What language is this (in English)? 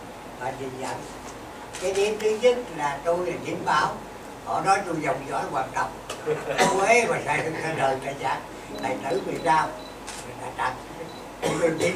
Vietnamese